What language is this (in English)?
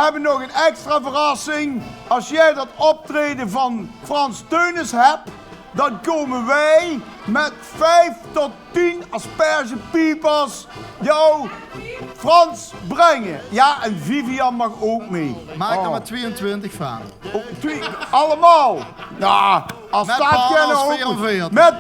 Limburgish